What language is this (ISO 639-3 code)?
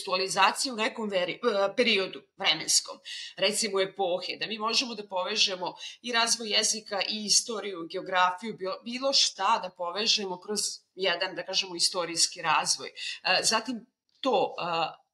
srp